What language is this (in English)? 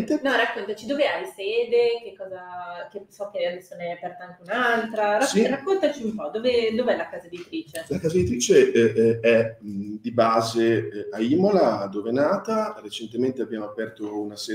Italian